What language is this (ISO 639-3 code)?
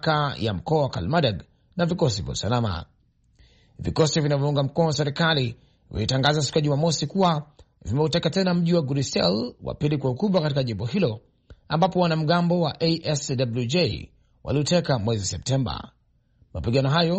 swa